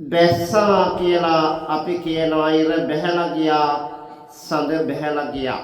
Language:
Sinhala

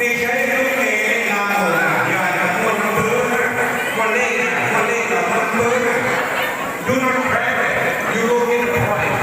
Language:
Hmong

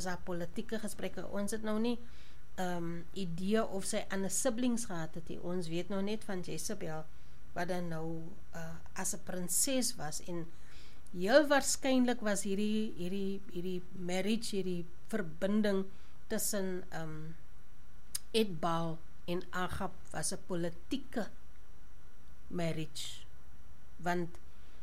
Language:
Afrikaans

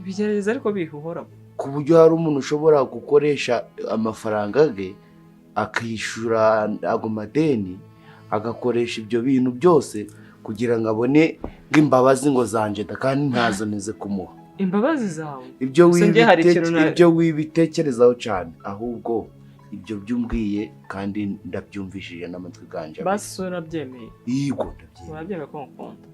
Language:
Kinyarwanda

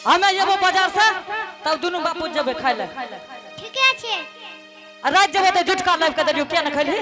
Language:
Angika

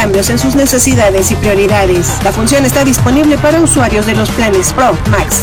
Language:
Spanish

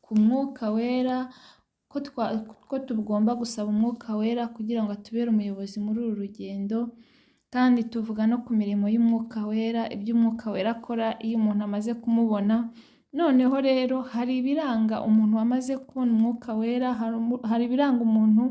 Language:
Kinyarwanda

